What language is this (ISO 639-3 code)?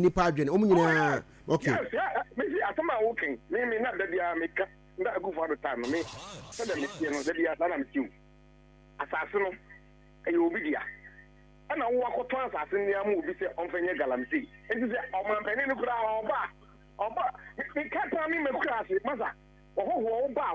aka